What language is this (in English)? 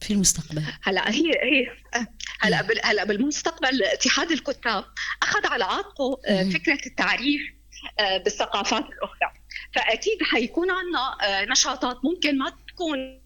North Levantine Arabic